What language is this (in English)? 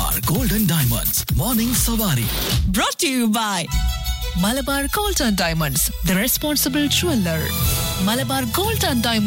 Malayalam